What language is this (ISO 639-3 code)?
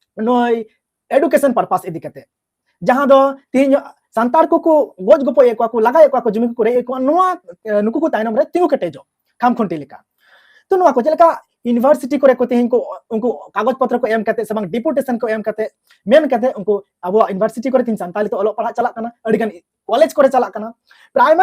sat